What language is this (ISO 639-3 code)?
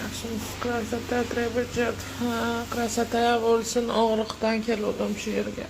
uzb